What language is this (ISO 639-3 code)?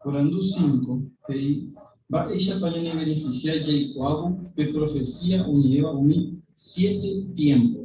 grn